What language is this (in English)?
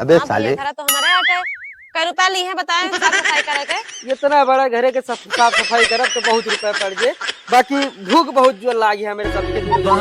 Awadhi